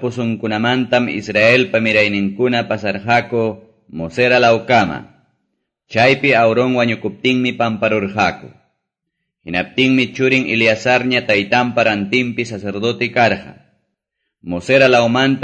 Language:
Quechua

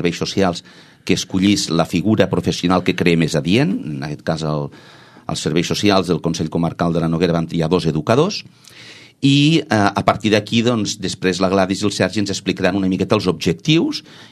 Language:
Catalan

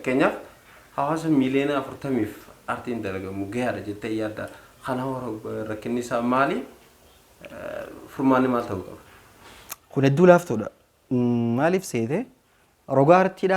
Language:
Oromo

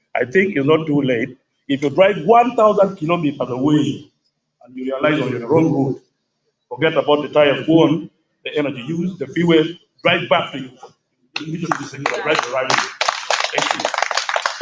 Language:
Acoli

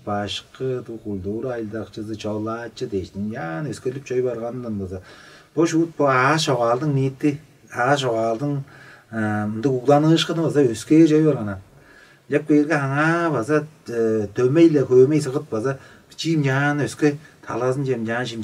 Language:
Tuvinian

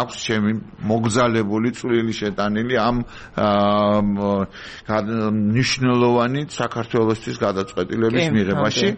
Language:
Georgian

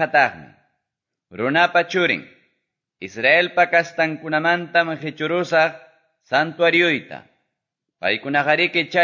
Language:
Quechua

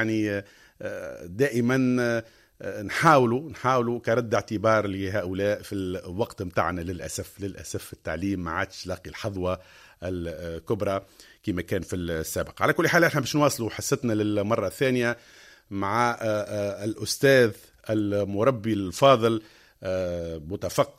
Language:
Tunisian Arabic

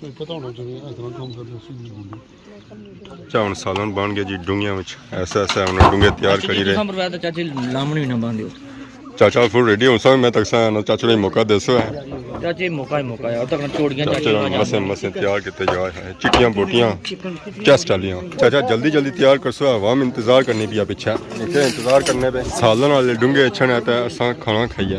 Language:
Pahari-Potwari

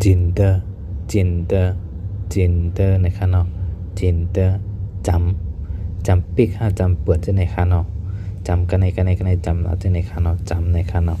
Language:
Shan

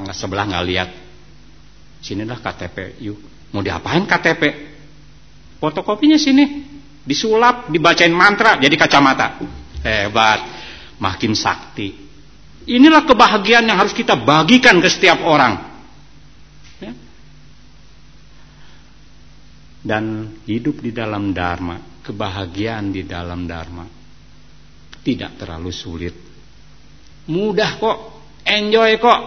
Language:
Indonesian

